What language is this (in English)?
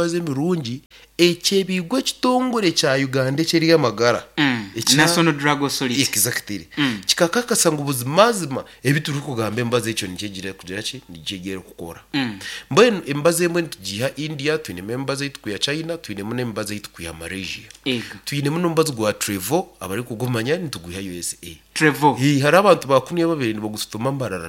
Nyankole